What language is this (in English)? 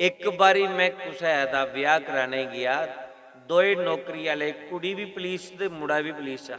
Dogri